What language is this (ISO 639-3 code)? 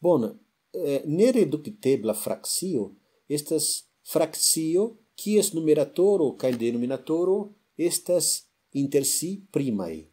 epo